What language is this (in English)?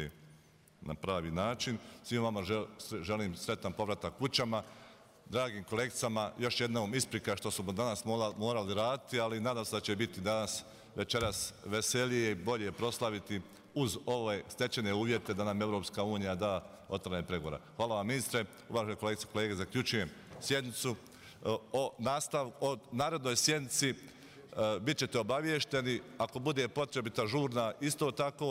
Bosnian